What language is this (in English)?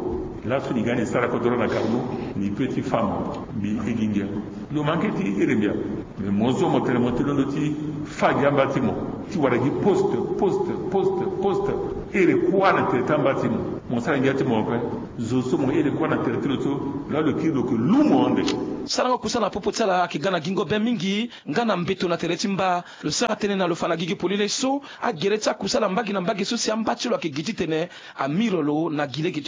Sango